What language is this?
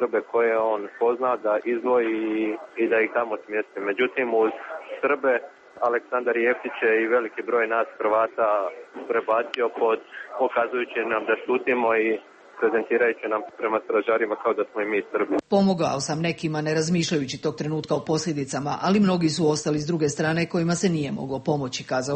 Serbian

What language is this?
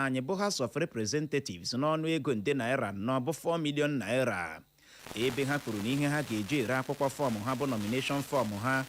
Igbo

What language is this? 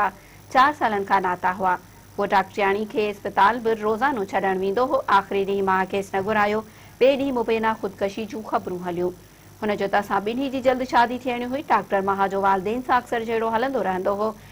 Sindhi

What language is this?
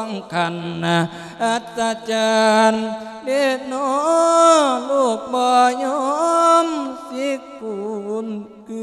Lao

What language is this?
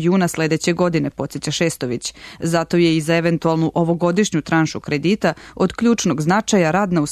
Serbian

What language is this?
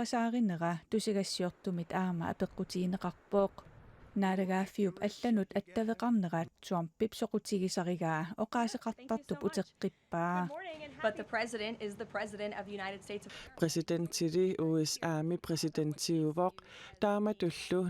Kalaallisut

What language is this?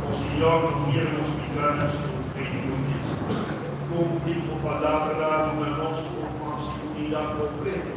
Papiamento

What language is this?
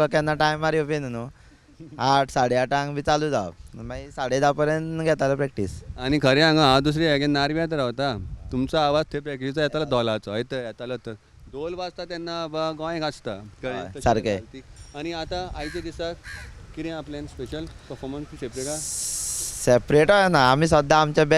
Konkani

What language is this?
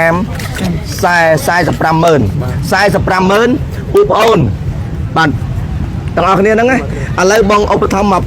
Khmer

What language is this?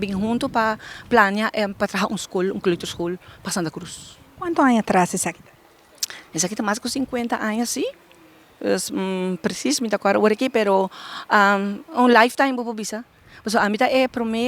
Papiamento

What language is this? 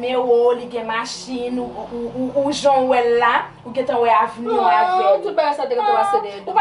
Haitian Creole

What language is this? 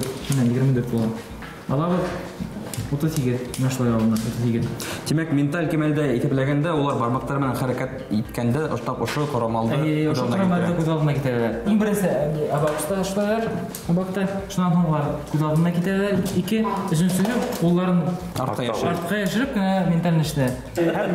Bashkir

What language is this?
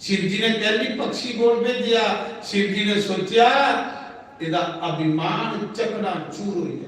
Dogri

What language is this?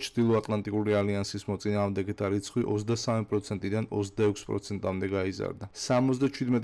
Georgian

